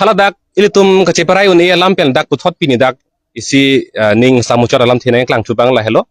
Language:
Karbi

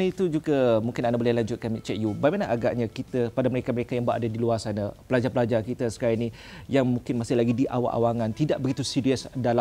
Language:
Malay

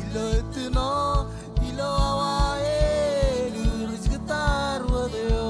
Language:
Marshallese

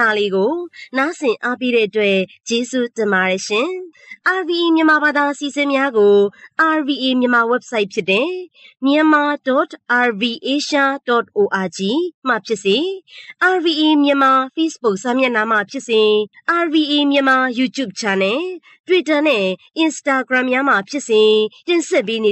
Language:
Burmese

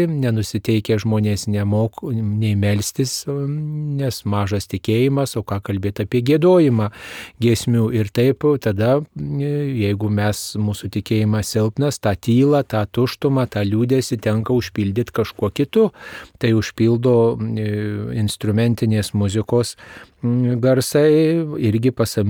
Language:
Lithuanian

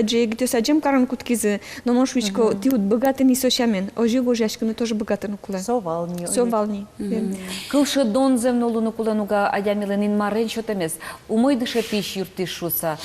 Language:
Udmurt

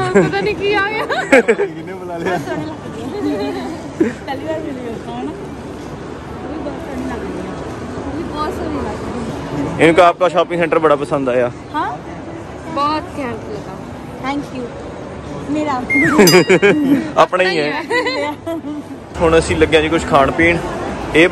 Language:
Punjabi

